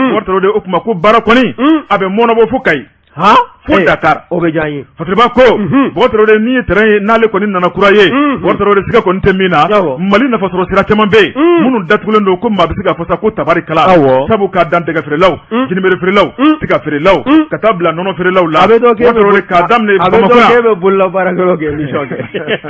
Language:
Bambara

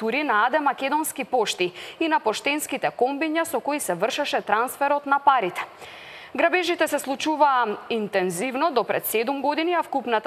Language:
Macedonian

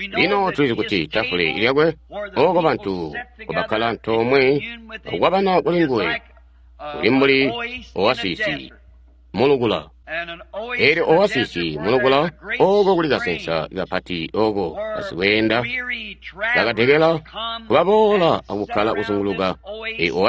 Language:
Tonga (Zambia)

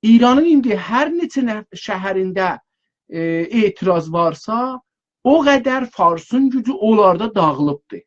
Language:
South Azerbaijani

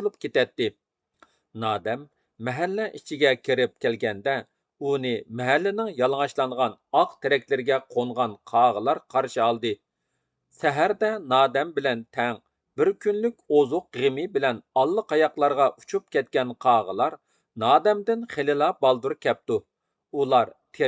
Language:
Uyghur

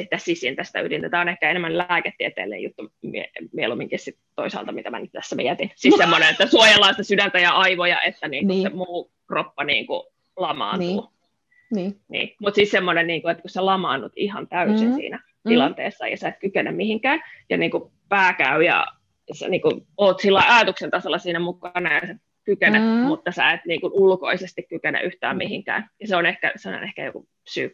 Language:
Finnish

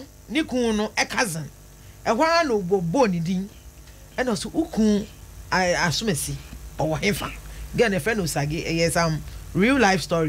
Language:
Akan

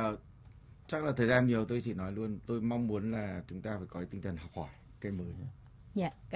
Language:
Vietnamese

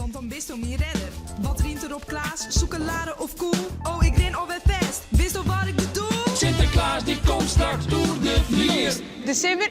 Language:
Western Frisian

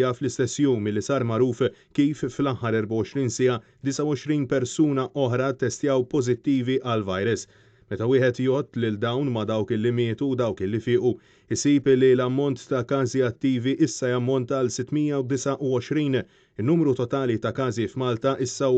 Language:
Maltese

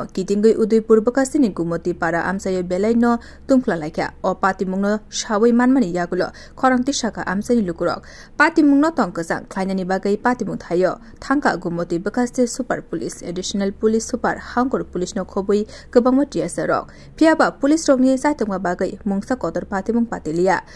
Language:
Kok Borok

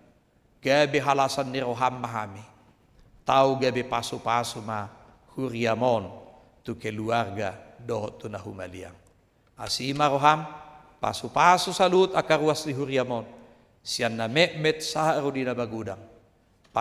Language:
Batak Toba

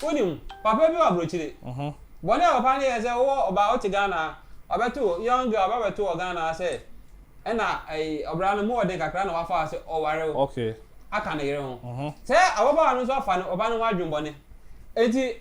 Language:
Akan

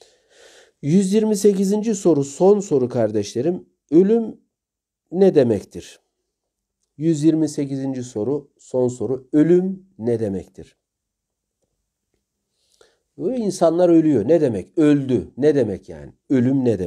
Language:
Turkish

